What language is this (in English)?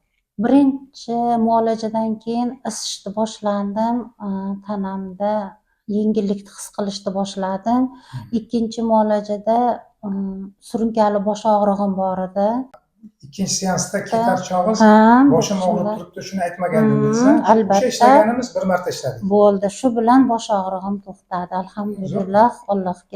Uzbek